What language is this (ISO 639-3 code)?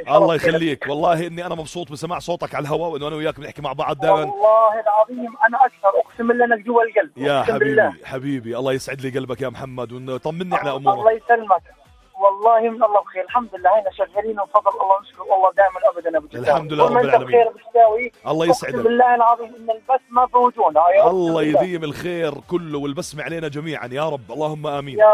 apc